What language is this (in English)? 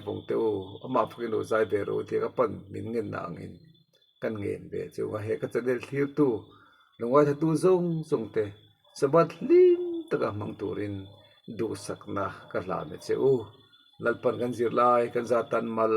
Mizo